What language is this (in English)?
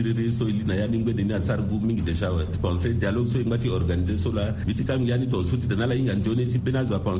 Sango